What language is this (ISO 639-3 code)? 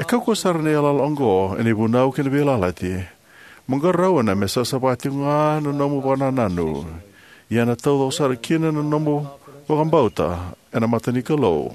fij